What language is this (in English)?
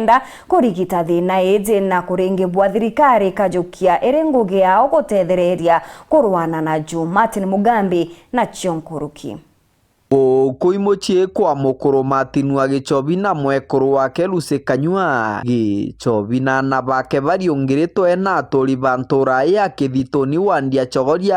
Meru